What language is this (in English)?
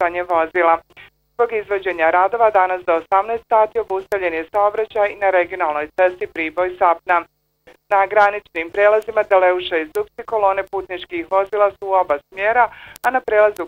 Bosnian